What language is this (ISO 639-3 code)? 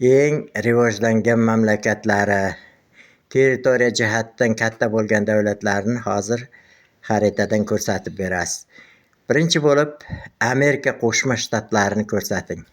uzb